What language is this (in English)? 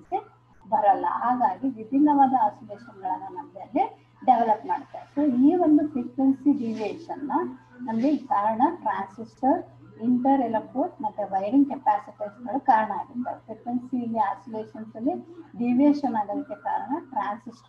Kannada